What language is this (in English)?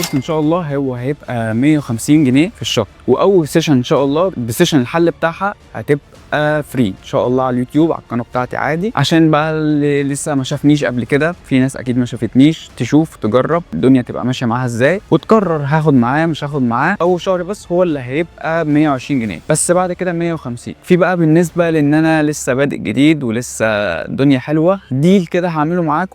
Egyptian Arabic